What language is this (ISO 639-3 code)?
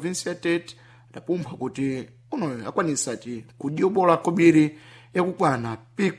seh